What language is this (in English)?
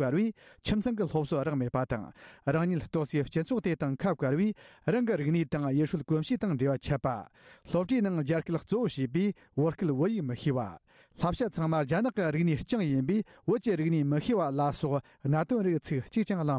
Tibetan